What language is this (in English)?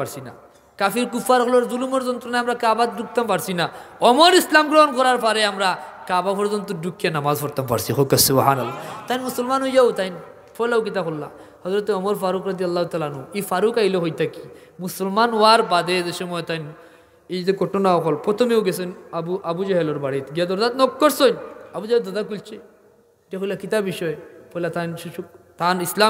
Sylheti